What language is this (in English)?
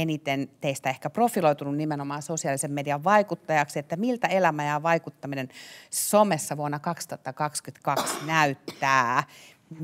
Finnish